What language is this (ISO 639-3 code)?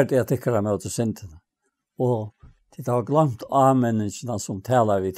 fao